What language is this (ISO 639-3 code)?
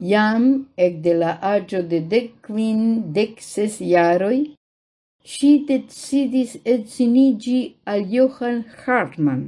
epo